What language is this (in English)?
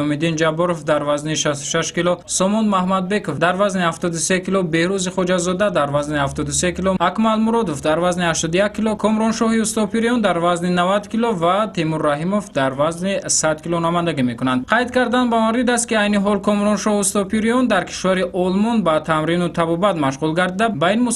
Tajik